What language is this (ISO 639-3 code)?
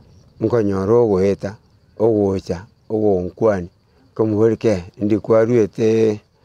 guz